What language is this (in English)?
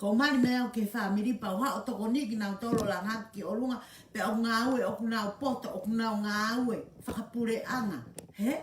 Tongan